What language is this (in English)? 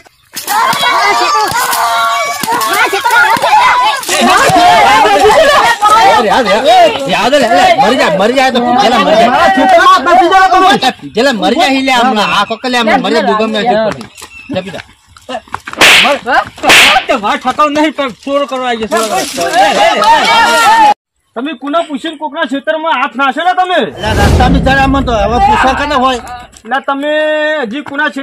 Gujarati